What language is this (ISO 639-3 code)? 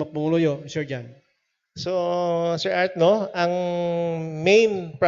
hil